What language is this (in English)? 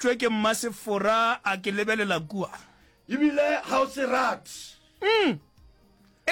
Northern Sotho